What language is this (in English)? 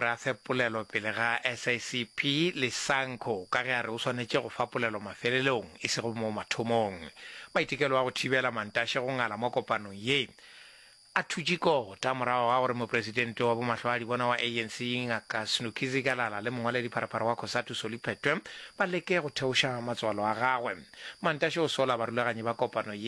Northern Sotho